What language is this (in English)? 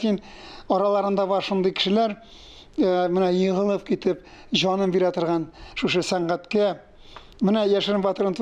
Tatar